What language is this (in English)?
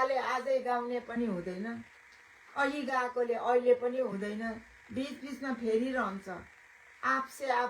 Nepali